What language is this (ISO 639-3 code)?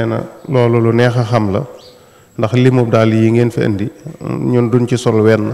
wol